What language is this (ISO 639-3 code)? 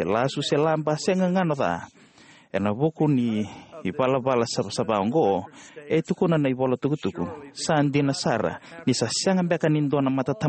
fij